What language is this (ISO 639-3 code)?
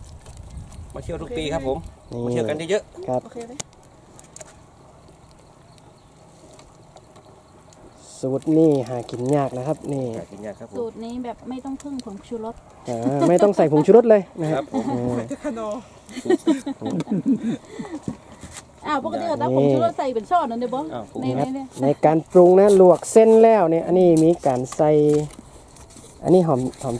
tha